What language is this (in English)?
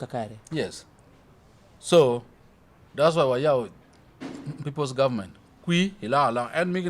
Acoli